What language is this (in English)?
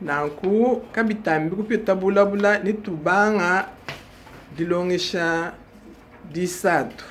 Luba-Lulua